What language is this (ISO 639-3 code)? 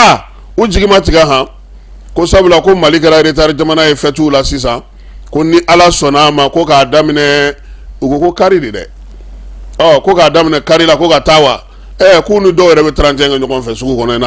bam